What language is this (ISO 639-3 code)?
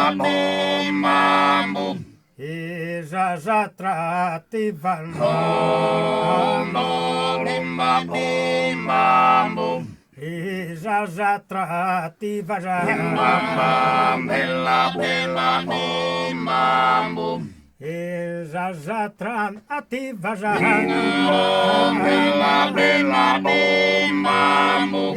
srd